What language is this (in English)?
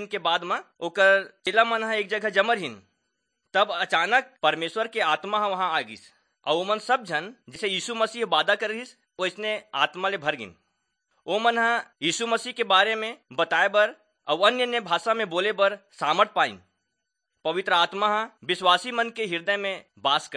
Chhattisgarhi